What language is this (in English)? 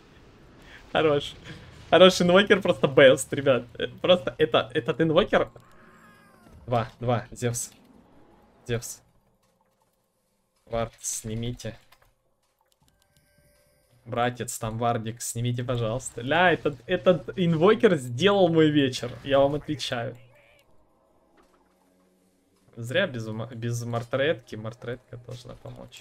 Russian